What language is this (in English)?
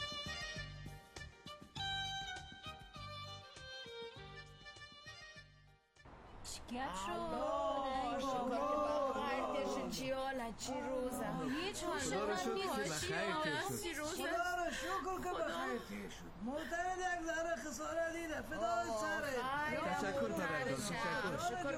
Persian